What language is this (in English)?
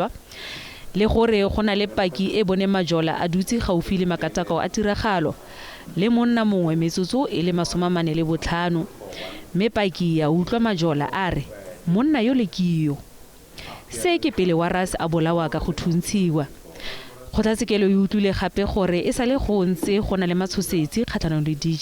Tswana